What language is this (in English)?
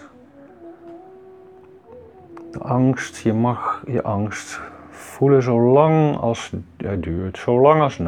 Dutch